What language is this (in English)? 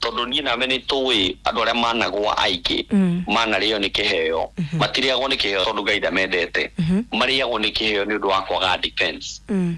Kikuyu